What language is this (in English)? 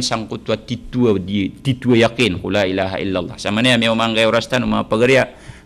Maranao